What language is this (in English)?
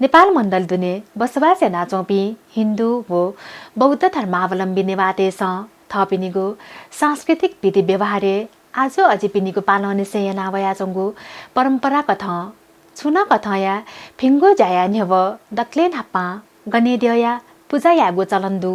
Newari